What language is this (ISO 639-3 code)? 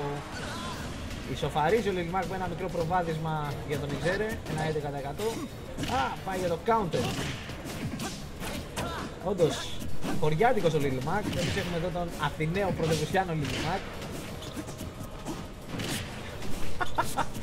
ell